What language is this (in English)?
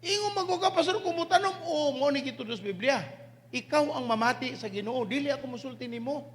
Cebuano